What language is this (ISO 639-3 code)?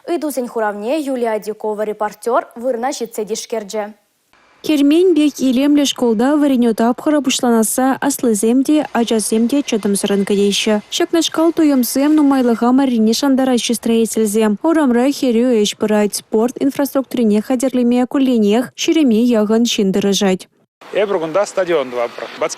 chv